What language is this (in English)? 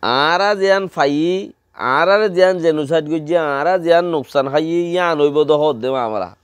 Rohingya